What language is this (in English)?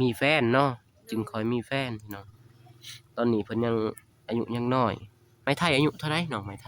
Lao